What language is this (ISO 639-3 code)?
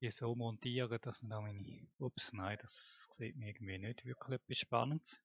gsw